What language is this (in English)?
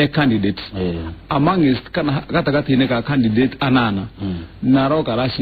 Kikuyu